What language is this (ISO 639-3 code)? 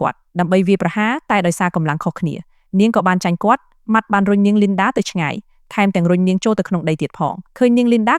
khm